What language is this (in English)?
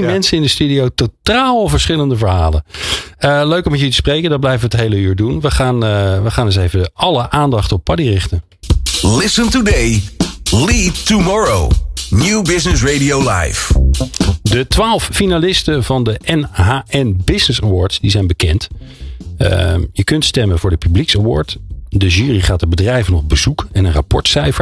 Dutch